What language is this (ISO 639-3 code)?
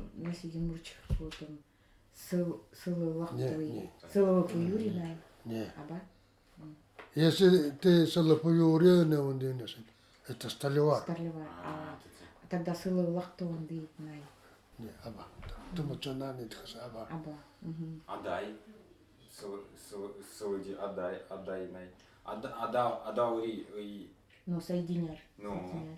gld